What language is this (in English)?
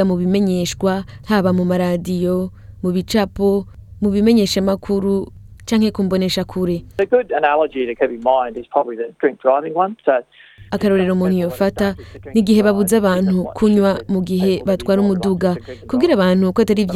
Rundi